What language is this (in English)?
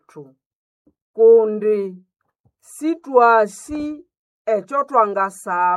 Nande